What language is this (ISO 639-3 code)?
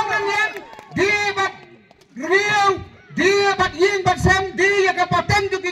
kha